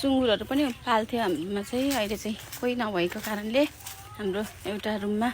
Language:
Nepali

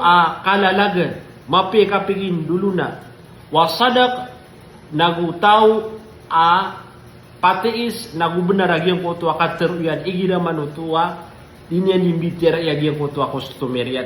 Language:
Maranao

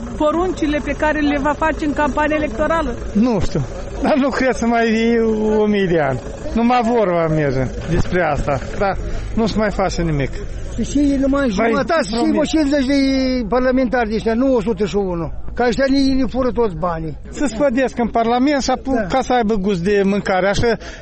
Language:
Romanian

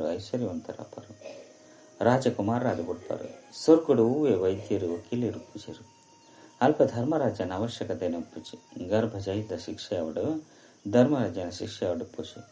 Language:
Tulu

